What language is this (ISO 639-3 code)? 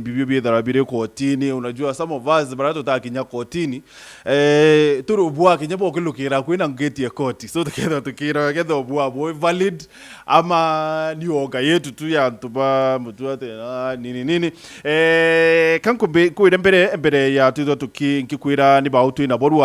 mer